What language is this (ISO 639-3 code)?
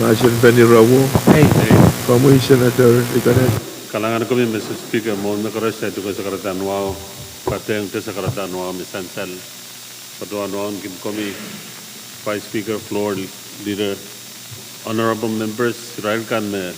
pon